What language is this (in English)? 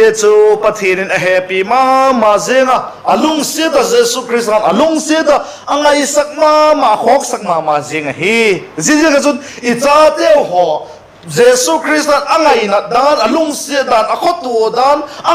Vaiphei